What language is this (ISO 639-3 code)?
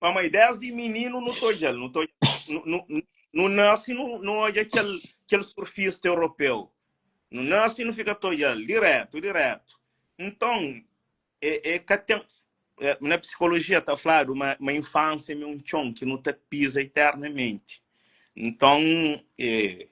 kea